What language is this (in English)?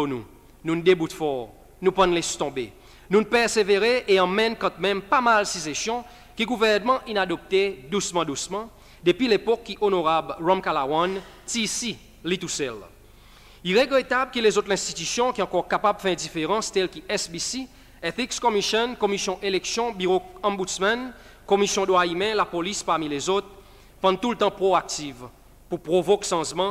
Seselwa Creole French